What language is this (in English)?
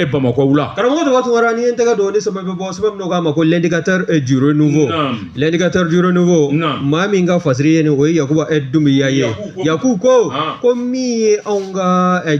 Bambara